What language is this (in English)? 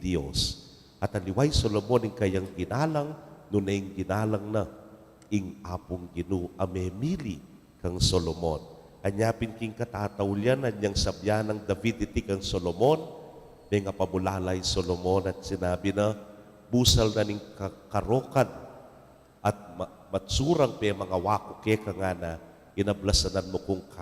Pampanga